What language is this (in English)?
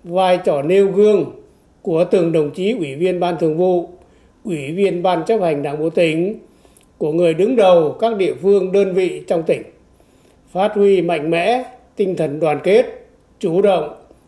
Vietnamese